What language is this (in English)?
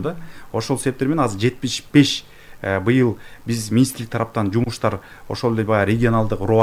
Kyrgyz